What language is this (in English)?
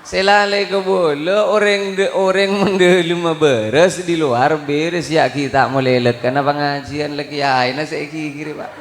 Madurese